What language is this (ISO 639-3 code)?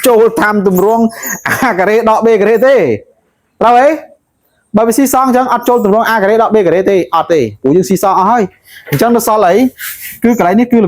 khm